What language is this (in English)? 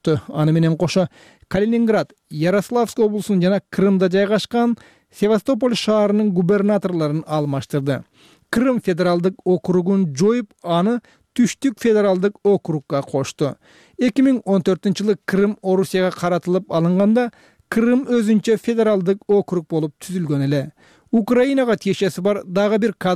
Kyrgyz